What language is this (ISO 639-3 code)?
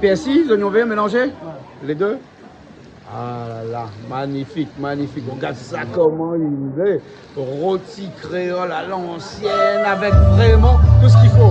rcf